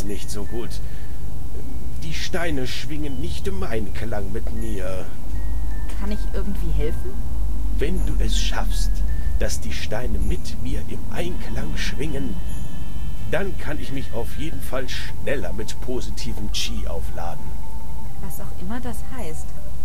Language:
German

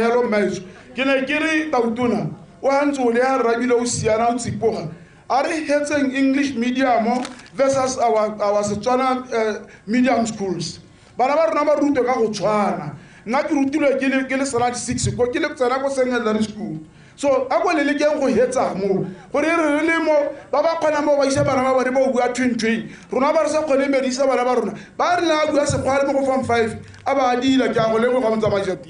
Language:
Tswana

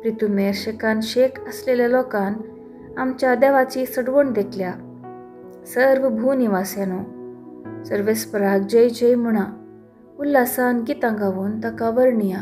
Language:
Konkani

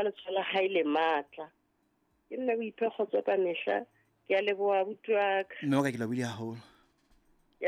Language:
Southern Sotho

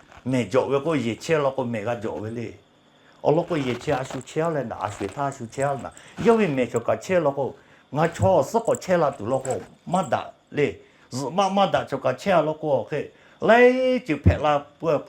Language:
Lahu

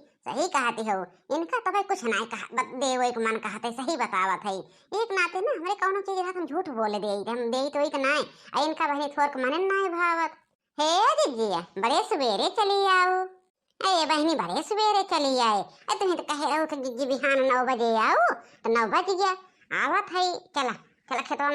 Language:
Awadhi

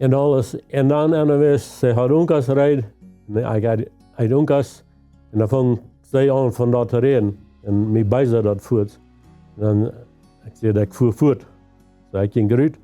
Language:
Plautdietsch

